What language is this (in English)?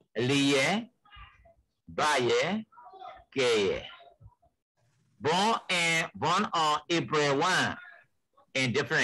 Burmese